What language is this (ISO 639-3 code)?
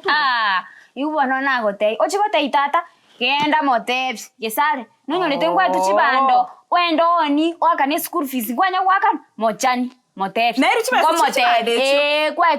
guz